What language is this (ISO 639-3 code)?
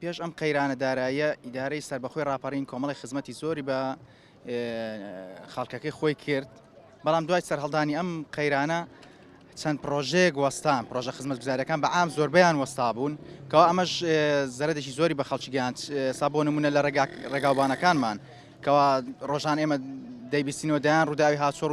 ckb